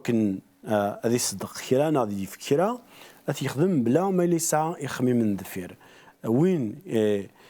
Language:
Kabyle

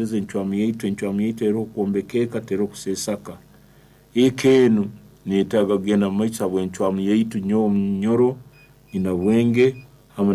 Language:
Nyankole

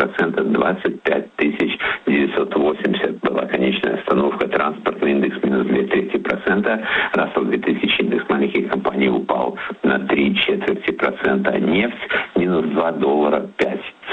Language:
Russian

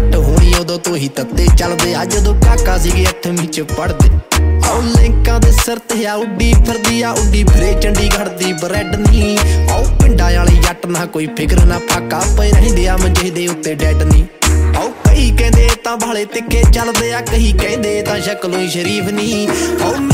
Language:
Punjabi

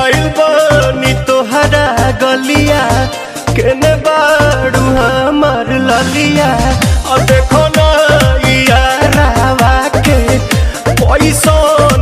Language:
Bhojpuri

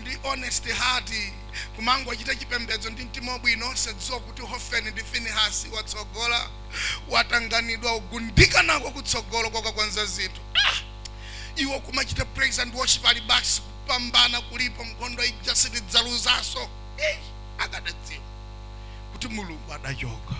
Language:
Nyanja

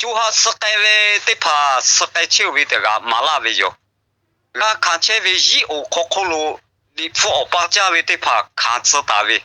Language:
Lahu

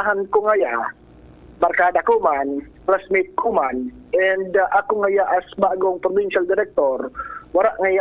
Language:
Bikol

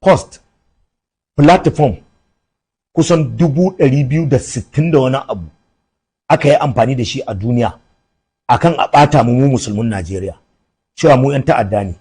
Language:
Hausa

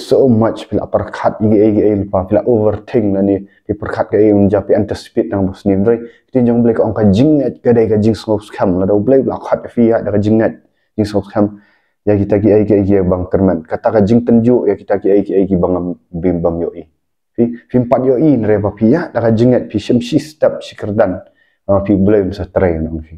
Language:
Khasi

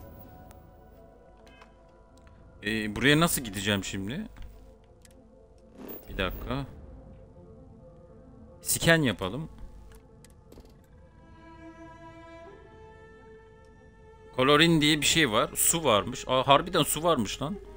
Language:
Turkish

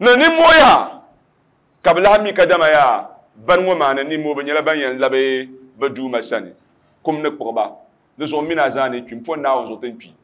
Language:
Dagbani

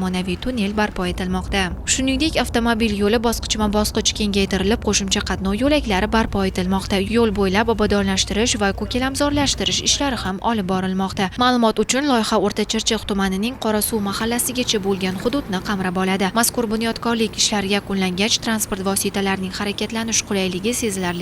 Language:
Uzbek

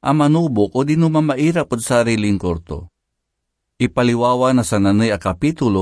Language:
Pangasinan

